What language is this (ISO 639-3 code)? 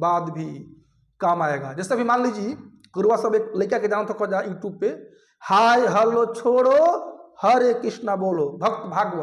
bho